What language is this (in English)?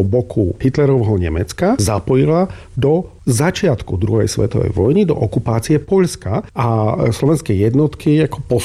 Slovak